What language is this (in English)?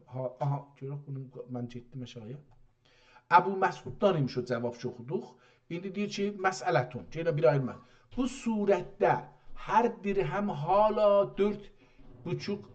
South Azerbaijani